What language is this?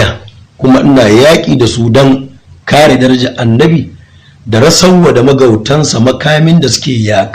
Hausa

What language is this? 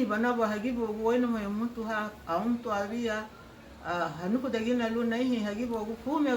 Garifuna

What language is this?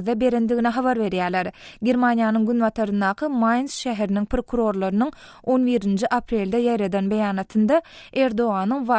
Turkmen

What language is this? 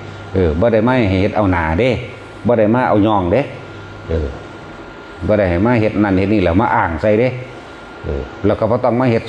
Northeastern Thai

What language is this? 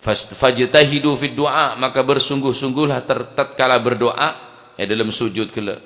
Madurese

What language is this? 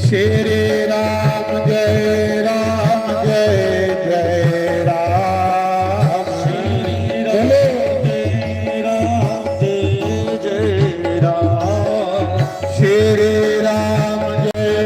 Dogri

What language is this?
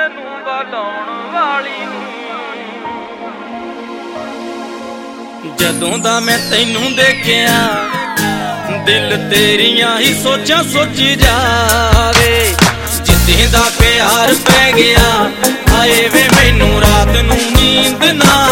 Punjabi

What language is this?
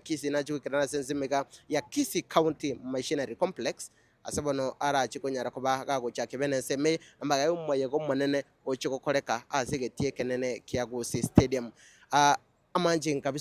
Gusii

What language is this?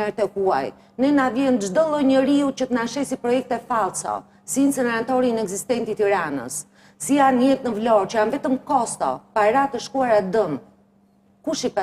Albanian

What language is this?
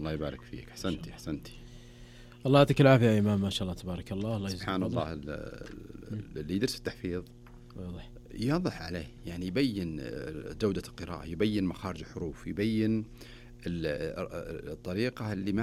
Najdi Arabic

